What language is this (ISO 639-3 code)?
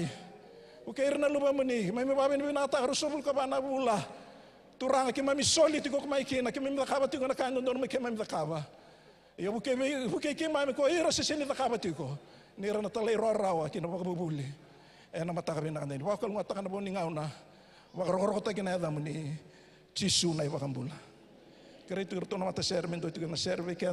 fij